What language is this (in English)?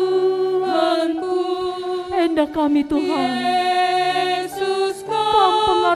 Batak Karo